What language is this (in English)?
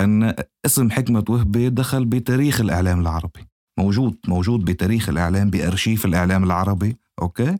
North Levantine Arabic